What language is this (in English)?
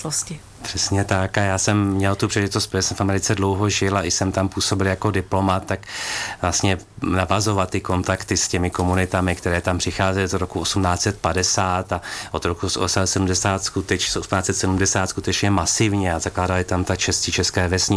Czech